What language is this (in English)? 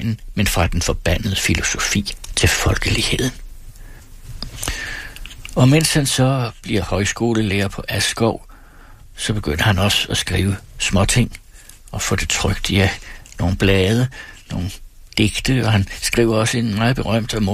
Danish